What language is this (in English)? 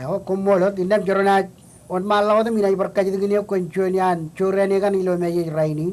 Marshallese